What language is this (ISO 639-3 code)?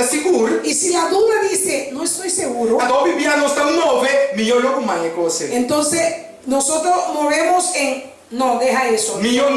pap